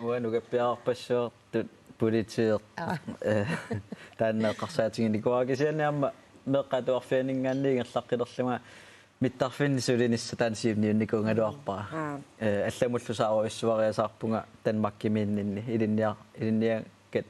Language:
Kalaallisut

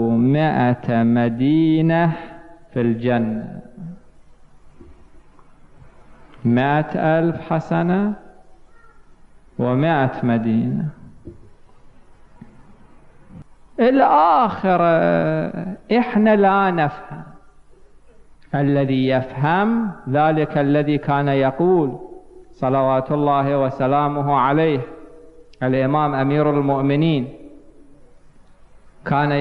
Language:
Arabic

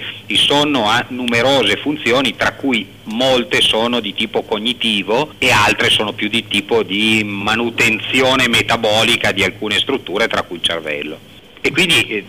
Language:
Italian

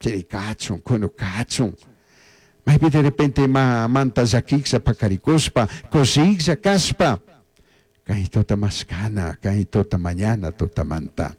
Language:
Chimborazo Highland Quichua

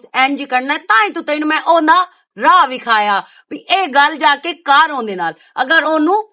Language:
Western Panjabi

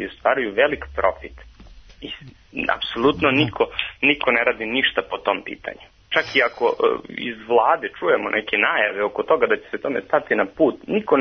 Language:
Serbian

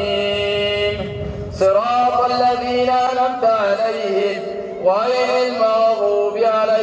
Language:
Arabic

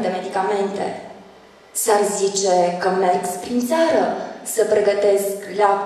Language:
Romanian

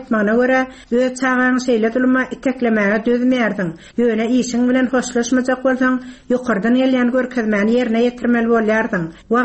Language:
Turkmen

